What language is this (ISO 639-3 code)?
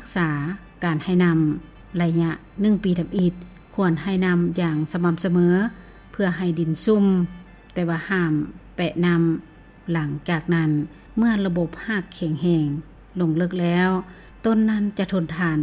lao